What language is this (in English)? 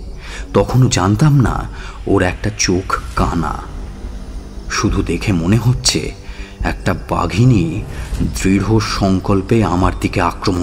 Bangla